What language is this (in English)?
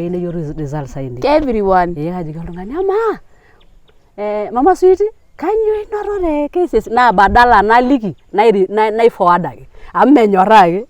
Masai